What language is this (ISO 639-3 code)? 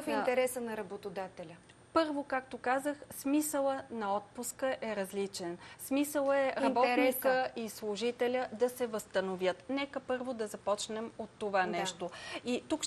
bul